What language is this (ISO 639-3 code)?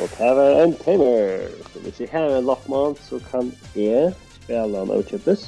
fao